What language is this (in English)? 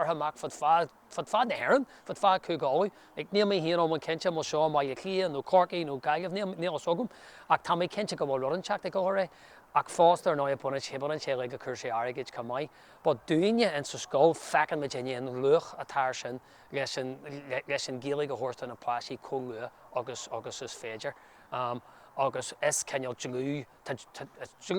Irish